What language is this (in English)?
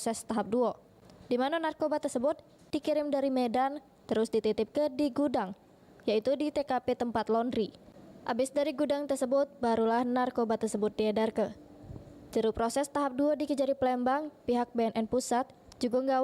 Musi